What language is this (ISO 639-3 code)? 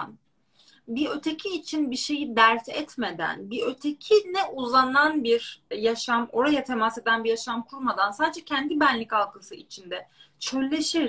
tur